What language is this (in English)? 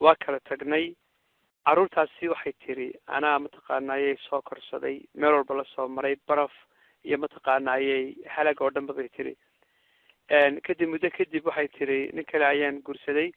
Somali